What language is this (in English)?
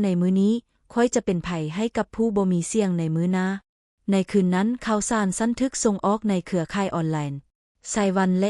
Lao